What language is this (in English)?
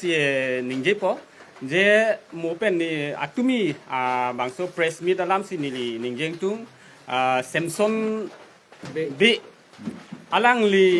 Karbi